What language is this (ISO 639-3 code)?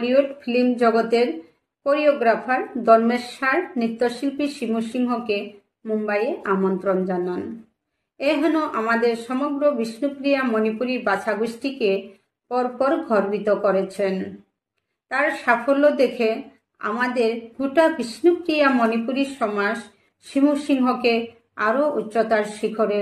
bpy